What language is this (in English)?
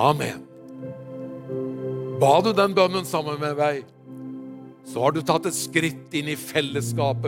Norwegian